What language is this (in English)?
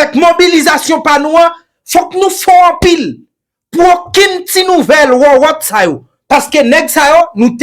Haitian Creole